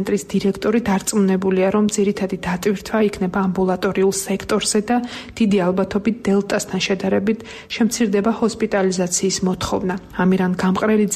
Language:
Georgian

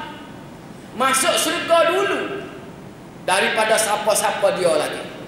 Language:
Malay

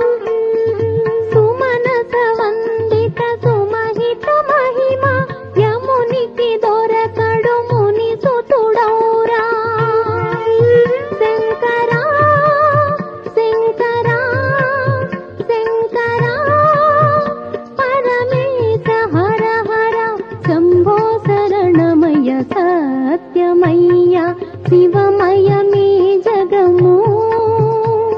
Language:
Telugu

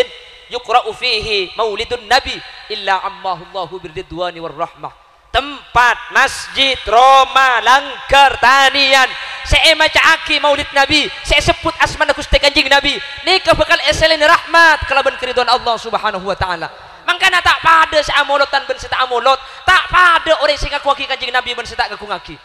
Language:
Madurese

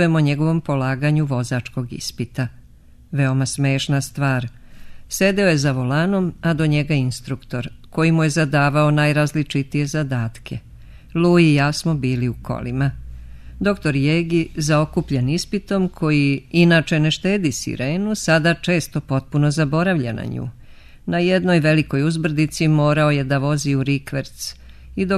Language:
Serbian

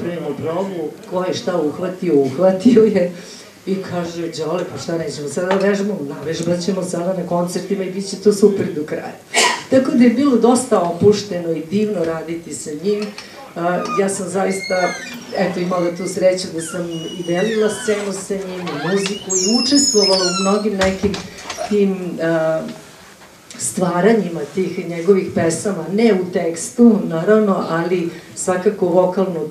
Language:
Serbian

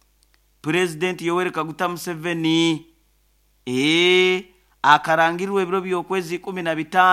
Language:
Nyoro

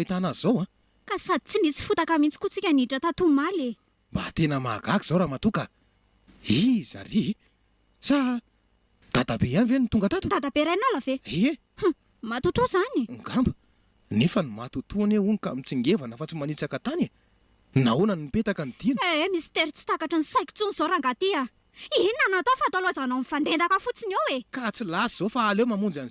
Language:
Malagasy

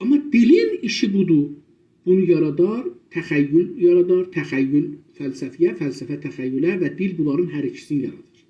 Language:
South Azerbaijani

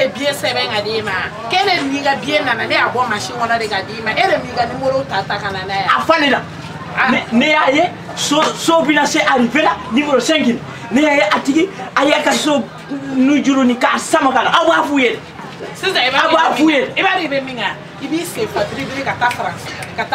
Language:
Bambara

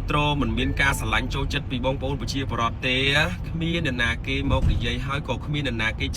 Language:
Khmer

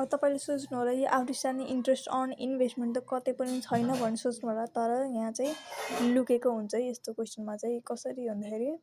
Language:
Nepali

